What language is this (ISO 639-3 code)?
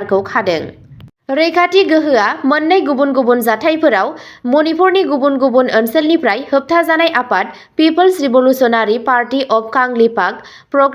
brx